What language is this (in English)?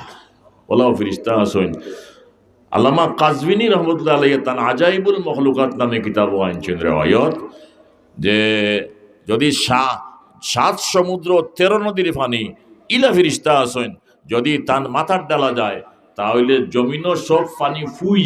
Sylheti